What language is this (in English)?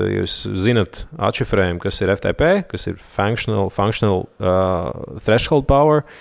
Latvian